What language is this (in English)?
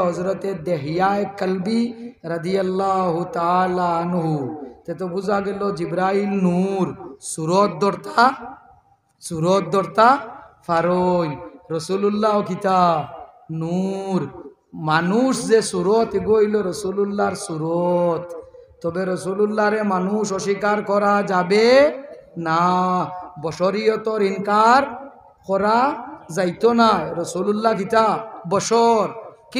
Sylheti